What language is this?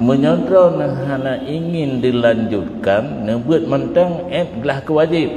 Achinese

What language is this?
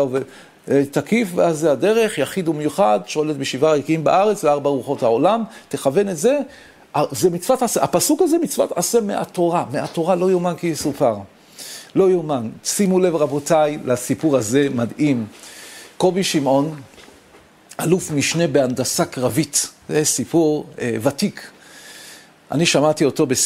Hebrew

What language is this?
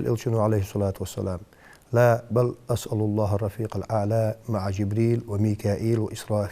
Ingush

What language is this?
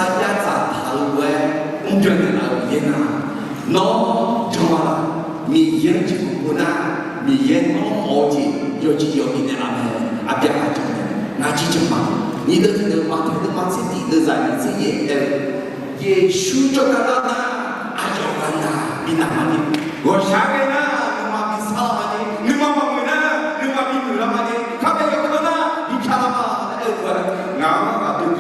Akha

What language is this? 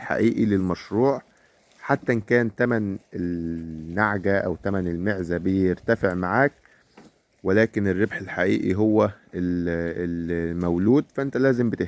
Egyptian Arabic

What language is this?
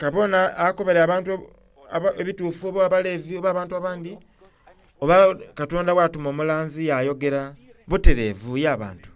Soga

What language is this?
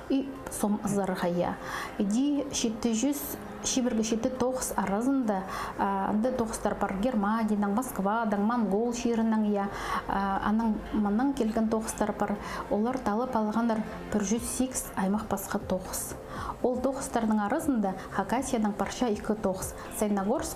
Khakas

